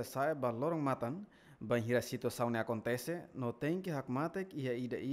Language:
Tetum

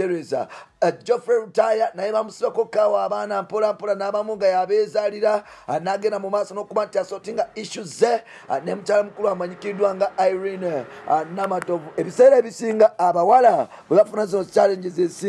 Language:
Ganda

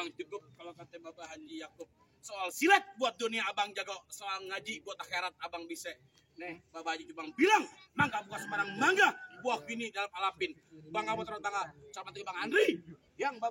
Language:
Betawi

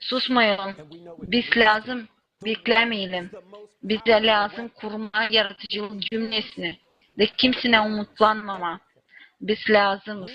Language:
Gagauz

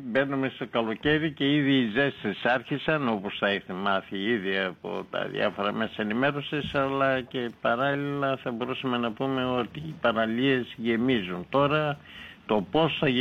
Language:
Greek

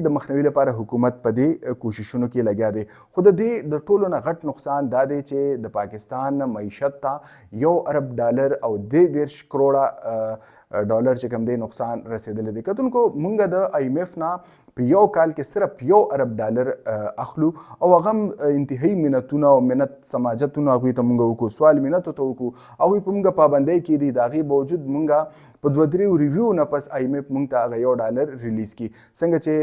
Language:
Pashto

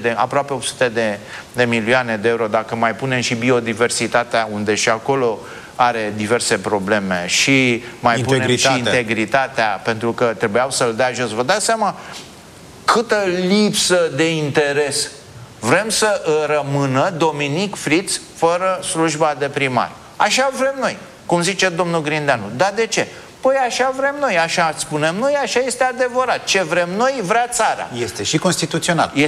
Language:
Romanian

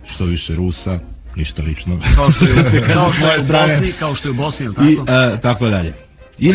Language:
Serbian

